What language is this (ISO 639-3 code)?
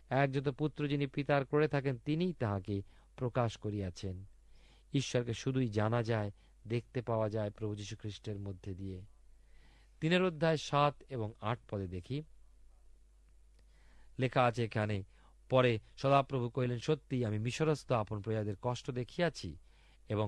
ben